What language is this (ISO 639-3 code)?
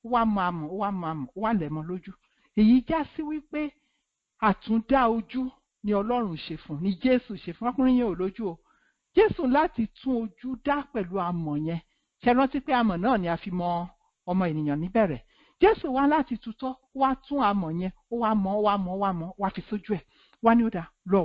yor